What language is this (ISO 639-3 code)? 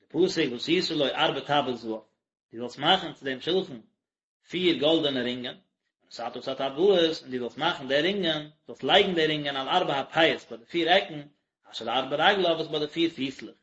yid